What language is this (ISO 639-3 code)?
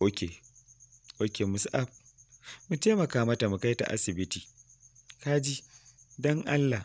hau